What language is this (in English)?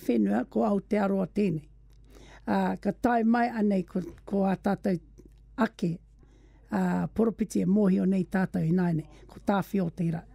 Māori